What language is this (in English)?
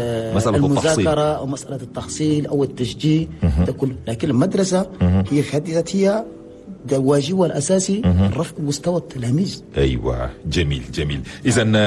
Chadian Arabic